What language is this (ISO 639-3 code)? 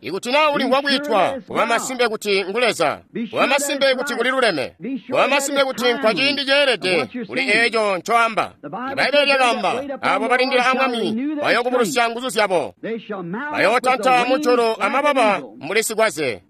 toi